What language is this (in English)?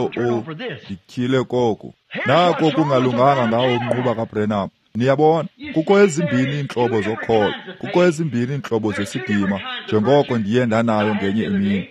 Xhosa